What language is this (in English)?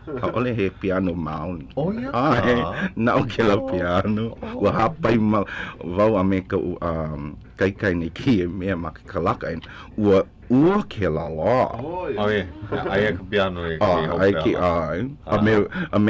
Hawaiian